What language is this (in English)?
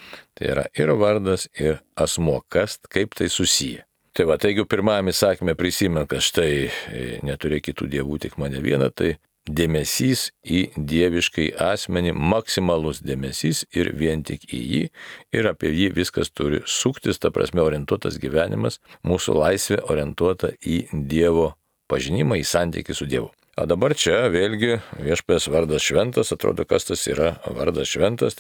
Lithuanian